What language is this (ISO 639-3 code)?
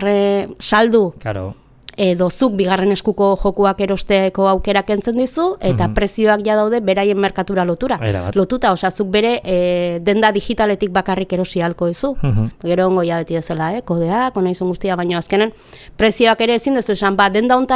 eus